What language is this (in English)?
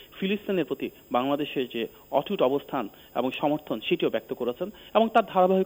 Bangla